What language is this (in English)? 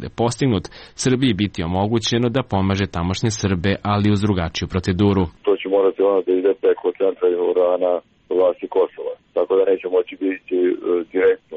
Serbian